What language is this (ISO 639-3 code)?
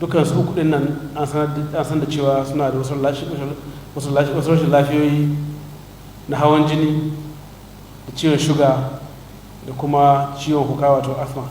hau